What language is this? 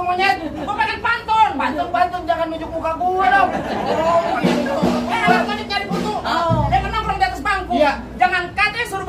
Betawi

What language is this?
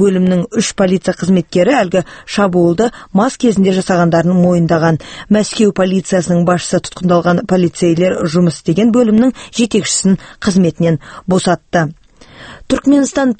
Kazakh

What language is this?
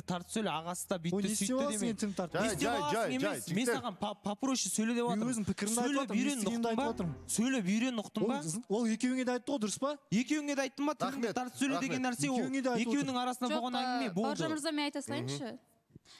Kazakh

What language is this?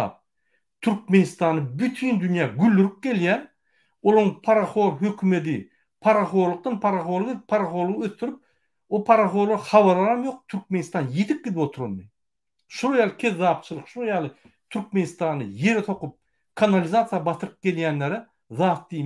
Turkmen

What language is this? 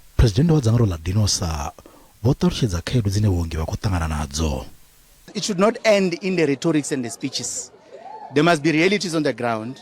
Venda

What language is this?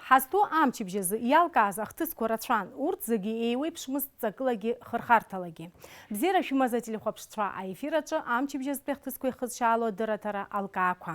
Abkhazian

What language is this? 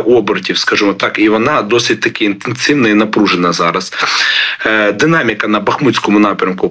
Ukrainian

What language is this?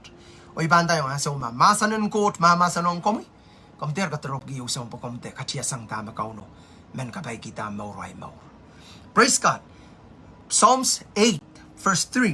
Pohnpeian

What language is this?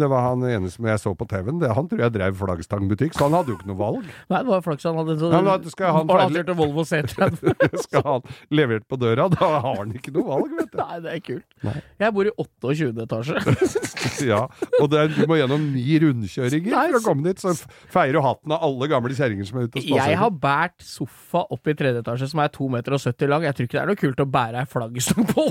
Norwegian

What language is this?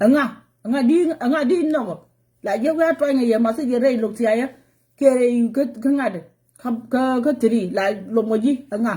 Nuer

